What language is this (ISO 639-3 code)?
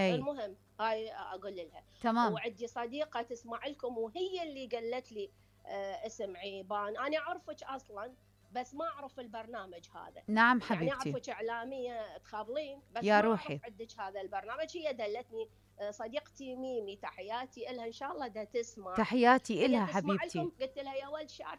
acm